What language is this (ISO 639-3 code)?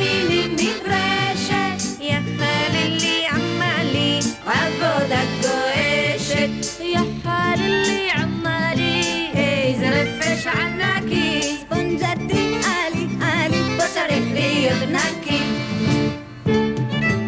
heb